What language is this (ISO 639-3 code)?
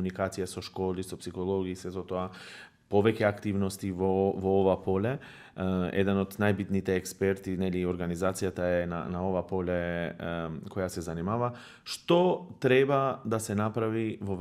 mkd